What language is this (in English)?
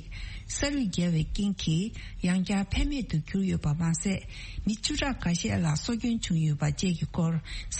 Tibetan